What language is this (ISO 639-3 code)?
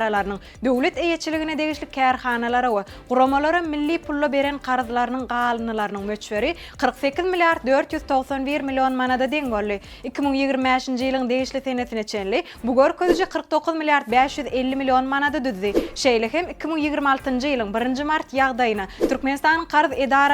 tuk